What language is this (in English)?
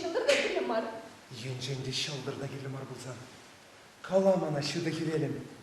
Chuvash